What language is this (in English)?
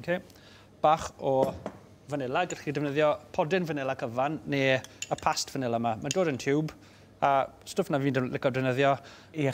Welsh